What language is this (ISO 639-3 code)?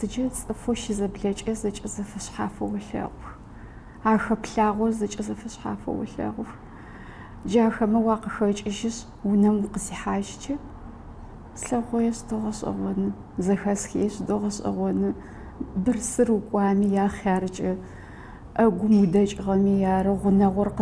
ady